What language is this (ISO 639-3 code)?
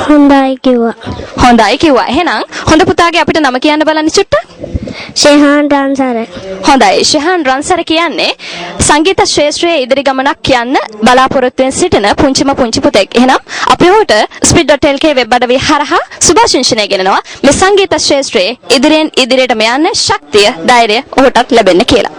sin